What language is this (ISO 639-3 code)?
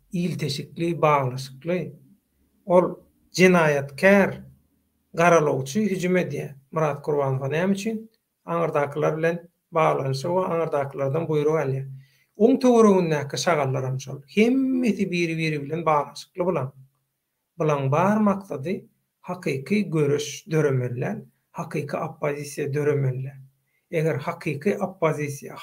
tuk